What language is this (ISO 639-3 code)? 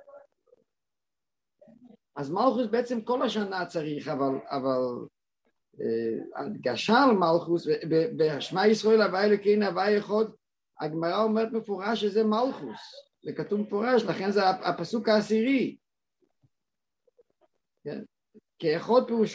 heb